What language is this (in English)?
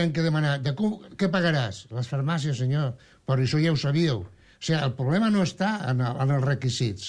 Catalan